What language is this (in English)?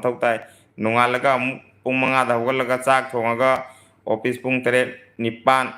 Manipuri